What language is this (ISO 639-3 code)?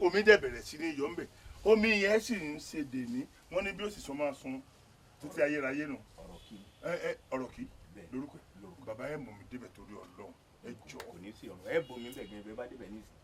yor